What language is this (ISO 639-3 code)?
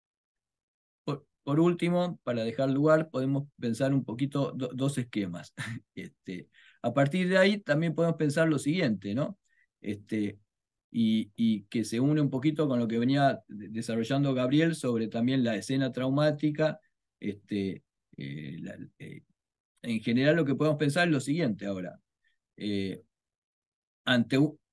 spa